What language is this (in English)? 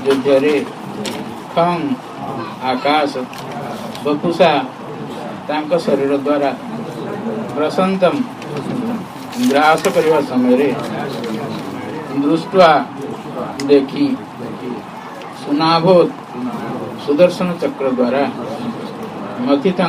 Odia